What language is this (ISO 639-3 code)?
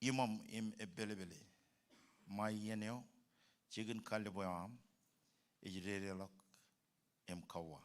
mah